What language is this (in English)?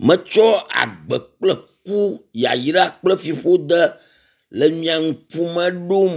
Ewe